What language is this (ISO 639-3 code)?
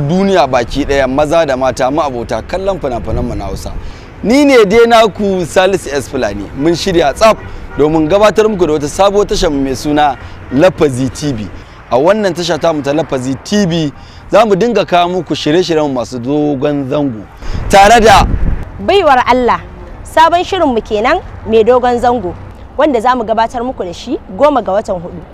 hau